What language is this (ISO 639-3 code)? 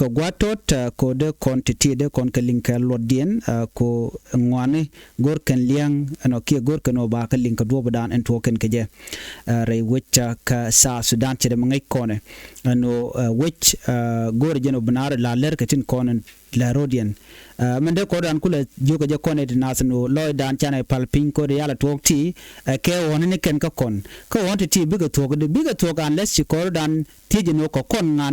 nus